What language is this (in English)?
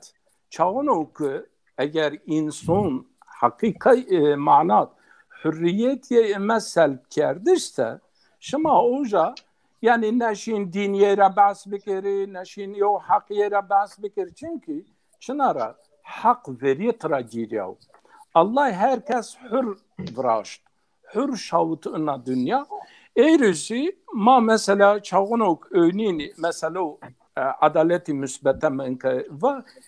Zaza